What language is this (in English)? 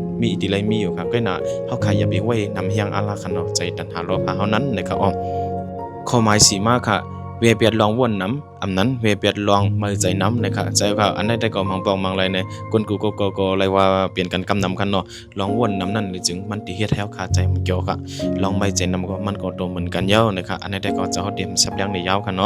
Shan